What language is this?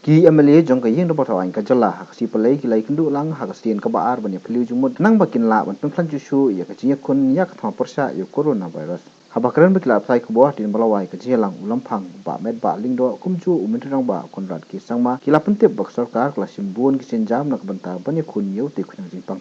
Khasi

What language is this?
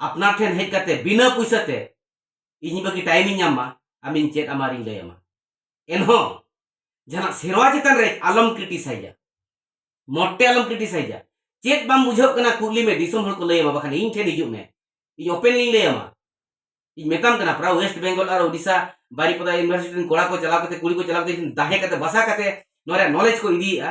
Santali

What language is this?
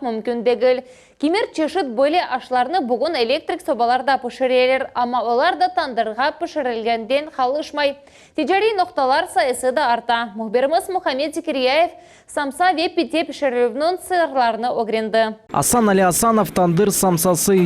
Crimean Tatar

